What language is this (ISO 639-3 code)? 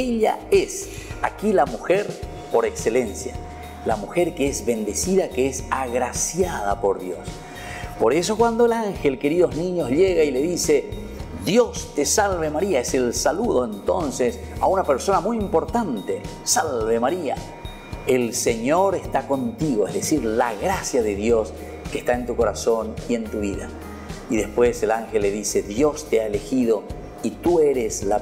spa